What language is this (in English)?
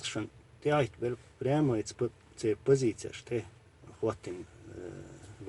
Chechen